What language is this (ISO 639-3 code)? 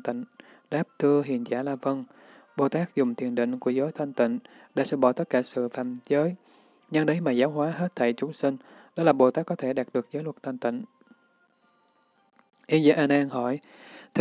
vie